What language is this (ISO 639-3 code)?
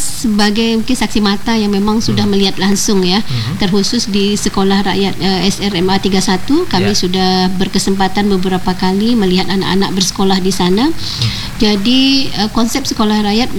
ind